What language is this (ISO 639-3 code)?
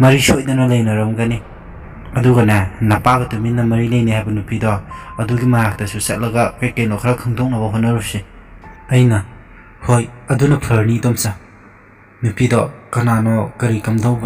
mni